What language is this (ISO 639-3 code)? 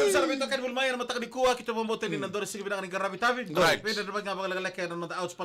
fij